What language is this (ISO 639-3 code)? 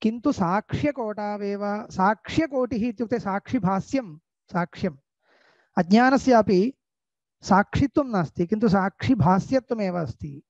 san